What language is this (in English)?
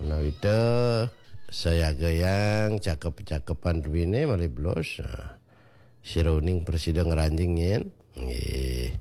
Balinese